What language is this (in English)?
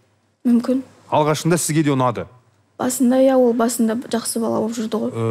Kazakh